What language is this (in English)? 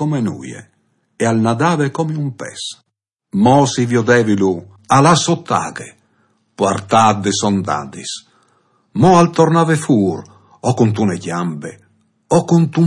Friulian